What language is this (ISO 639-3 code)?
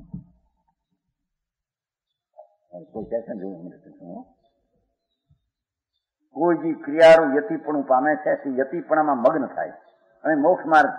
guj